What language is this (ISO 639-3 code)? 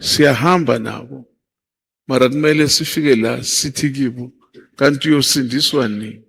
zul